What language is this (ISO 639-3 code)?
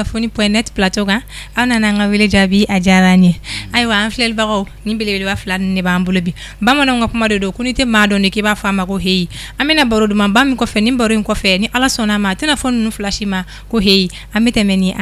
bam